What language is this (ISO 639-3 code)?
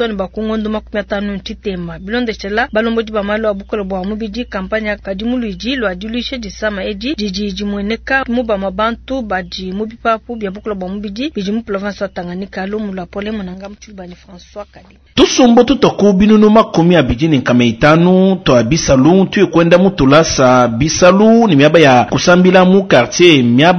lua